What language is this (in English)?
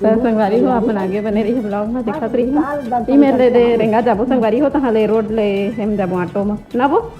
Chhattisgarhi